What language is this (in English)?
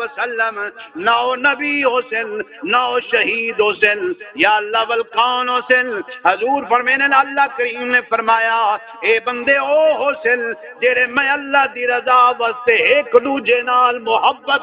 Saraiki